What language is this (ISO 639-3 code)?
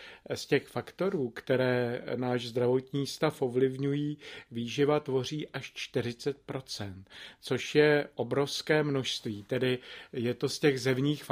ces